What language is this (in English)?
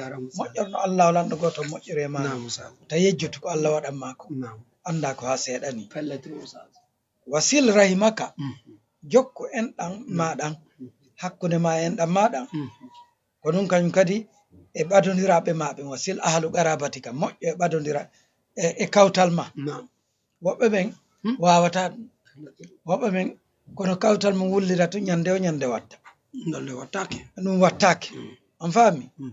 Fula